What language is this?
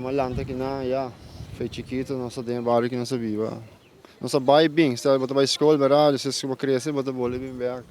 Papiamento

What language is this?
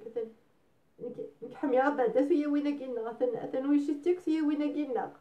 Kabyle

